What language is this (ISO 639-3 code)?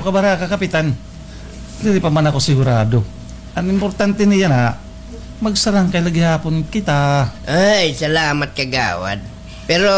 war